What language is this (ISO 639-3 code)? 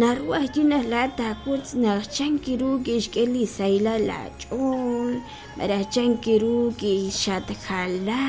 kek